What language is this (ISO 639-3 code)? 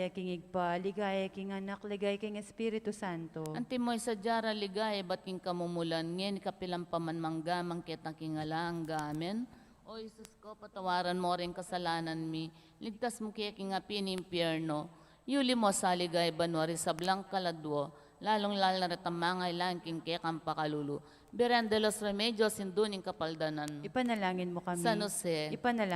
pam